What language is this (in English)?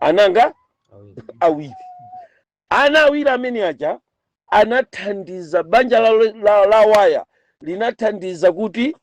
Nyanja